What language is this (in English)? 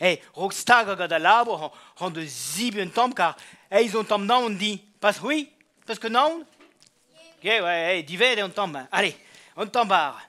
Breton